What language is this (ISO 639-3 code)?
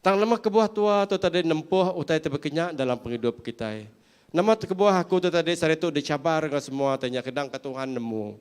iba